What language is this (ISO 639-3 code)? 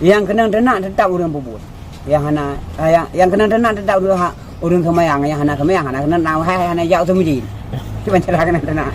ace